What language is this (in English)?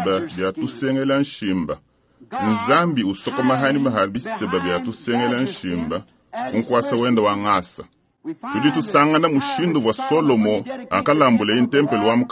Luba-Lulua